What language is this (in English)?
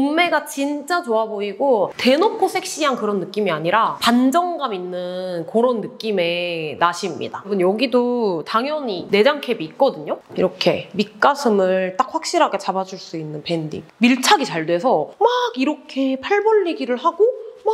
Korean